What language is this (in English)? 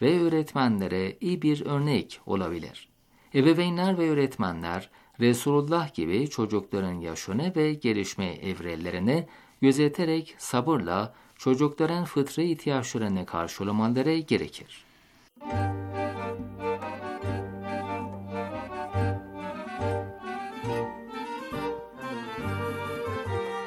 Turkish